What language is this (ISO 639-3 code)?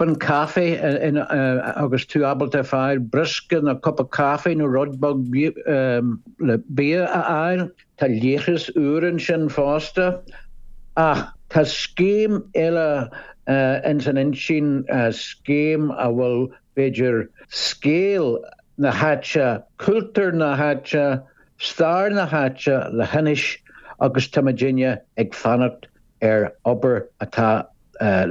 gle